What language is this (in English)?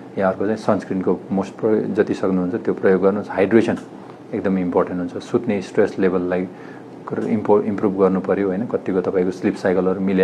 Nepali